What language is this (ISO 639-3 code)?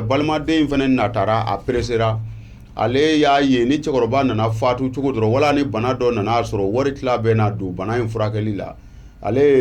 bam